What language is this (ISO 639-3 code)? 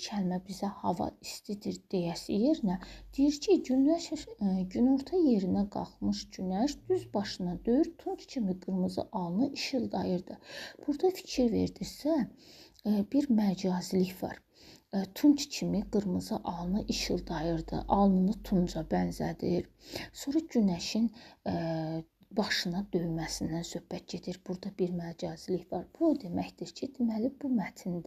aze